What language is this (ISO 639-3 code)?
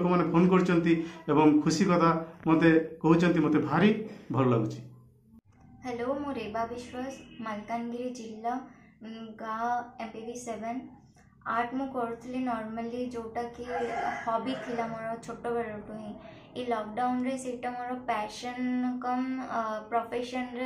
ori